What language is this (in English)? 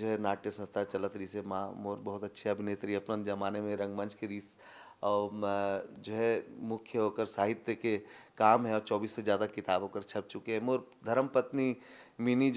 Chhattisgarhi